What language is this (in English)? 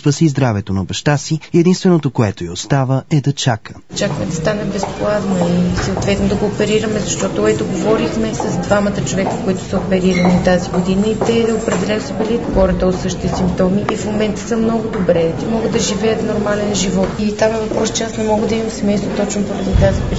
Bulgarian